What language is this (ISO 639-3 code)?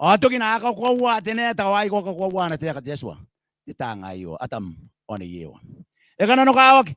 gil